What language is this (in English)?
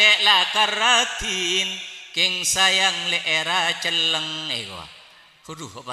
Madurese